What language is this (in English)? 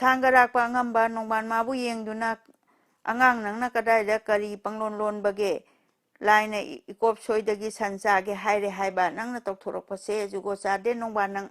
Manipuri